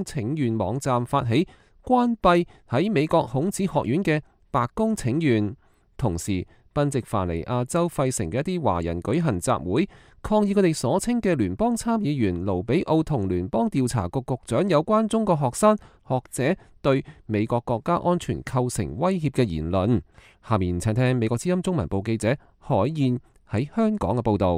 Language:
Cantonese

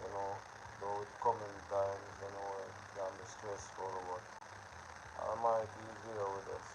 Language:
Jamaican Creole English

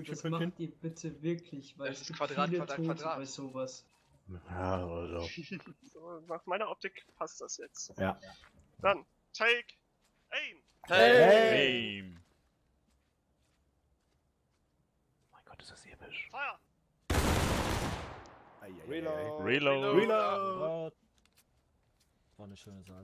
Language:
German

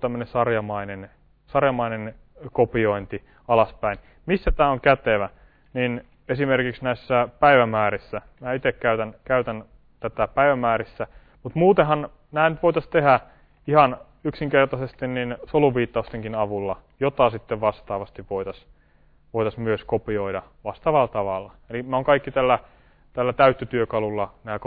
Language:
Finnish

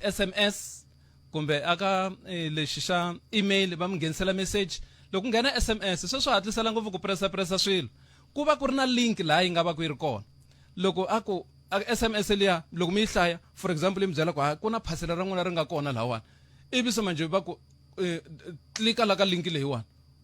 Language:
Tsonga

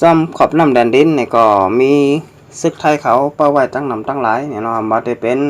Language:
Shan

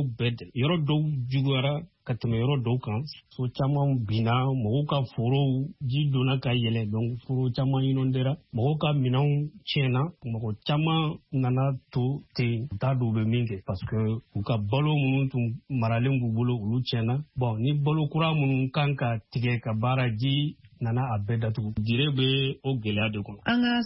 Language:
Bambara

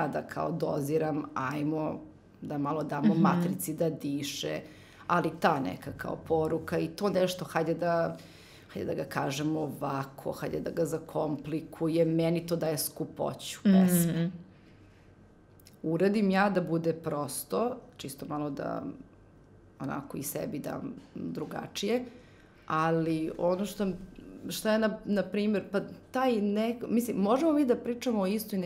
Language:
Serbian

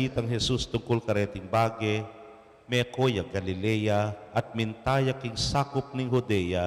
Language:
Pampanga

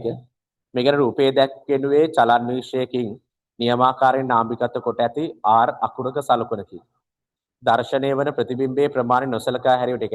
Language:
Sinhala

